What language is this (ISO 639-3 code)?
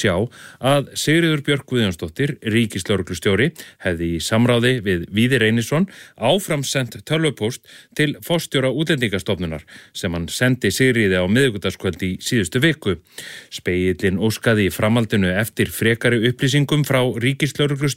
isl